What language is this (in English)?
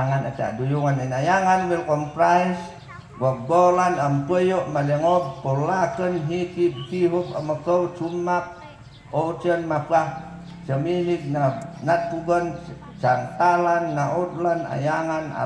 Mayoyao Ifugao